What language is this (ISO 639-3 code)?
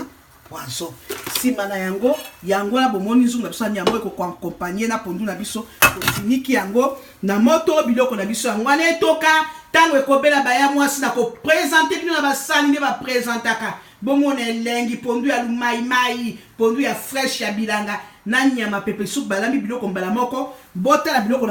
lin